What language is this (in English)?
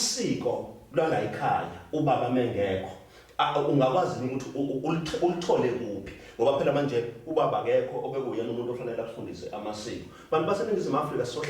Zulu